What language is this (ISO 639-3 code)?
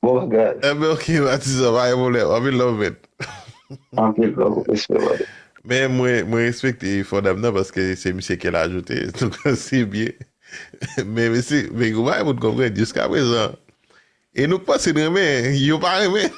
hat